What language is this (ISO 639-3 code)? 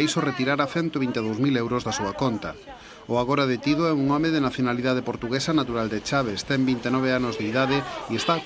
glg